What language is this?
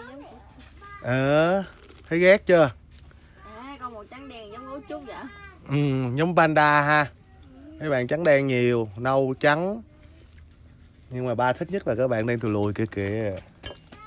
Vietnamese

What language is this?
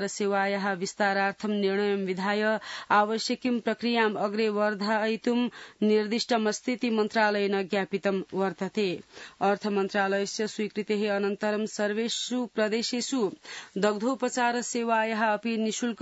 Sanskrit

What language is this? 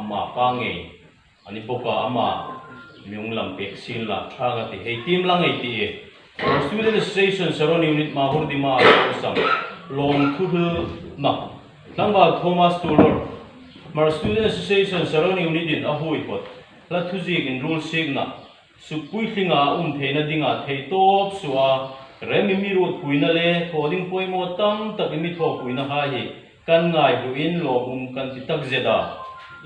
Hmar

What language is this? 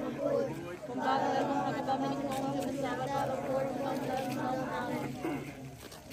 Khasi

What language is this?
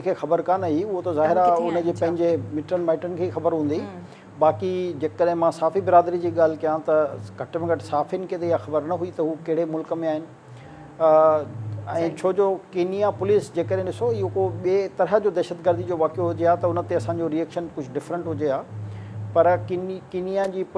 Sindhi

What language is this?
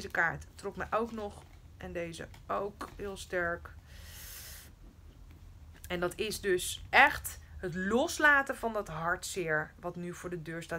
Dutch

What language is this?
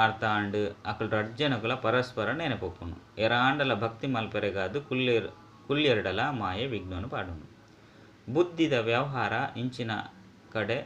Tulu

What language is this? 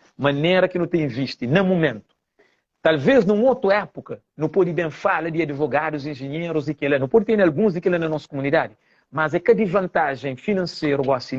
Kabuverdianu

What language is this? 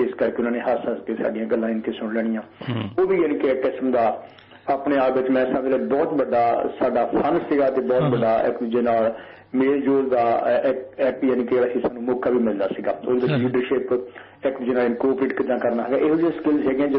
Punjabi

